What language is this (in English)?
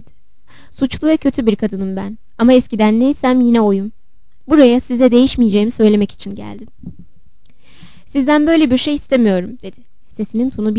Turkish